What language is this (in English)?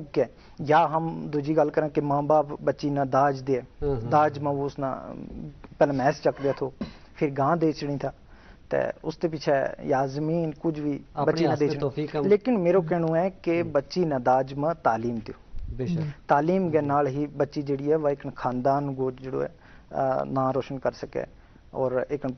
Gujari